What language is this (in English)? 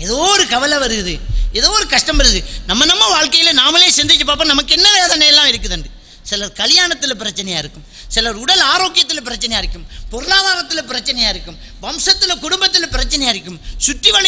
Tamil